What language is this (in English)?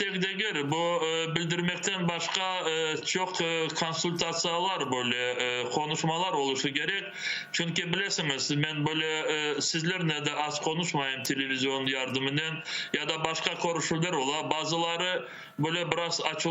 Crimean Tatar